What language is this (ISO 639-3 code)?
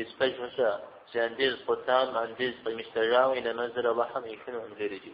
kbd